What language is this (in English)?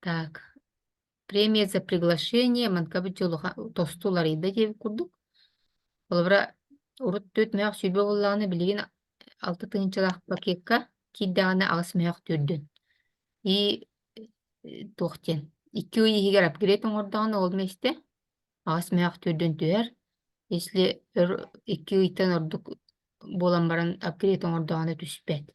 Yakut